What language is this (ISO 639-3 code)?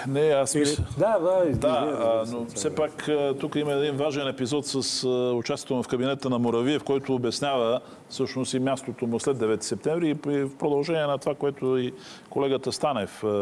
bul